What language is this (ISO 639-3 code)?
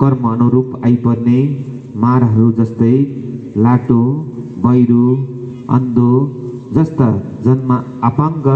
nep